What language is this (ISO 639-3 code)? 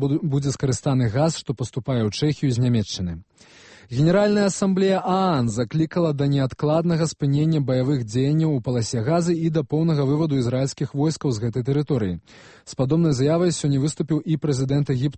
bel